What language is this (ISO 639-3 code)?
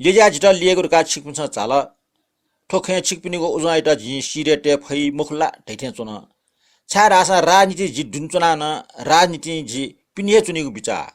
new